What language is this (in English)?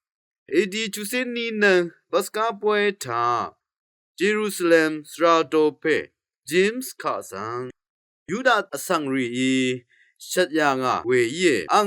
Rawang